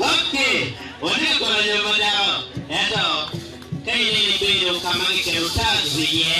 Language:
Acoli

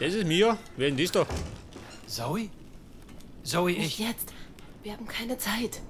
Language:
Bavarian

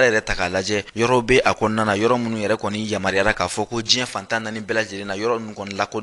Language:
Bambara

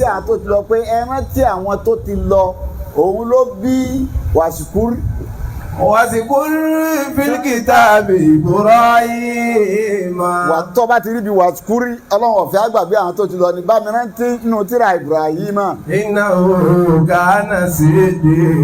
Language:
Yoruba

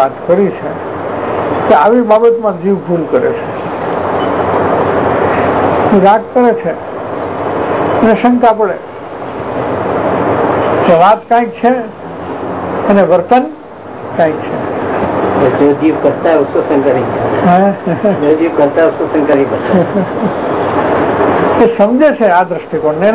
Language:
Gujarati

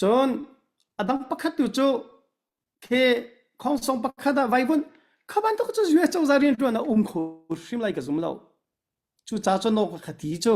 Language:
Hakha Chin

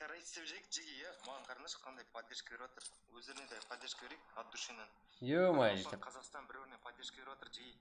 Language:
Kara-Kalpak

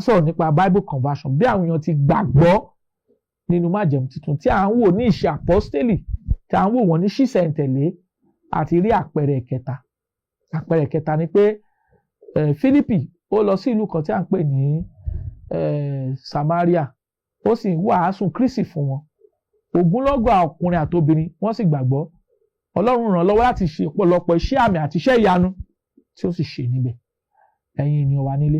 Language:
Yoruba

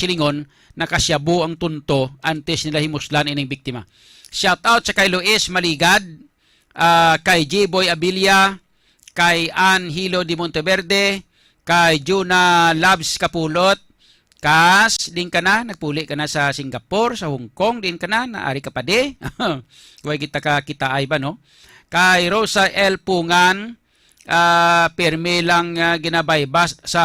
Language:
Hiligaynon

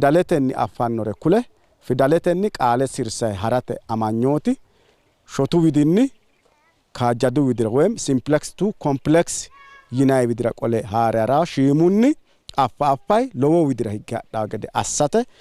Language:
Sidamo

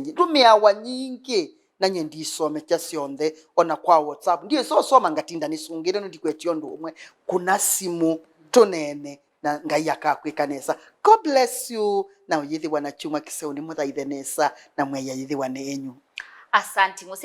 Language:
Kamba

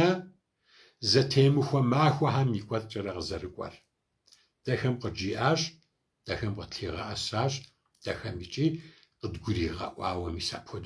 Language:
Kabardian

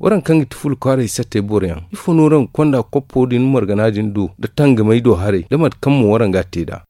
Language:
Zarma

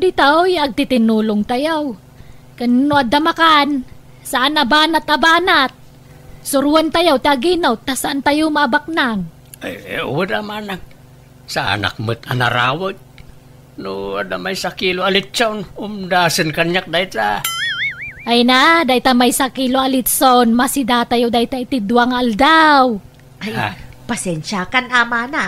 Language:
Iloko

